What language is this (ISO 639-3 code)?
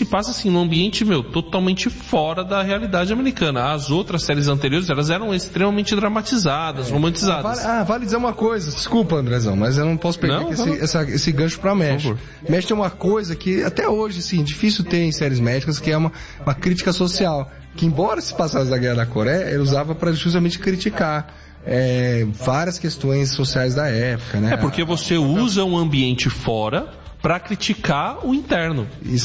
por